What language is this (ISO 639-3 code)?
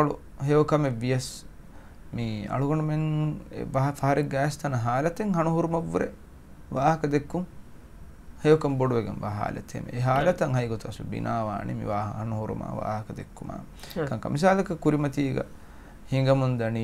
div